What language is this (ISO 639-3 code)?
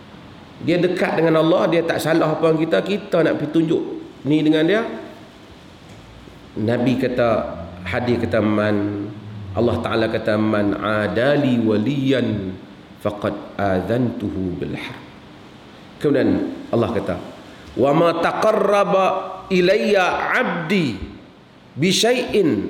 msa